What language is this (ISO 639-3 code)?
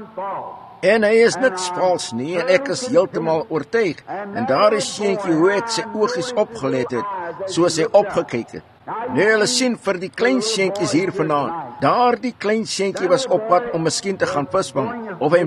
afr